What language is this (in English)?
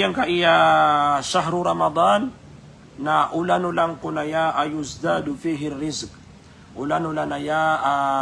Maranao